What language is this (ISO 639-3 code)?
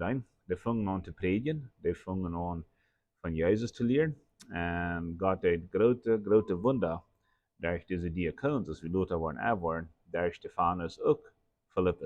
pdt